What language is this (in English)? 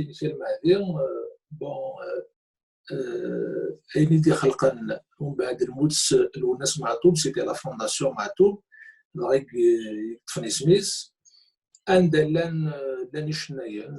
Kabyle